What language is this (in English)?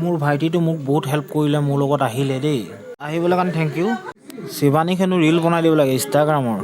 Assamese